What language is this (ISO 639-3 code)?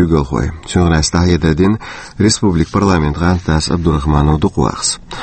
che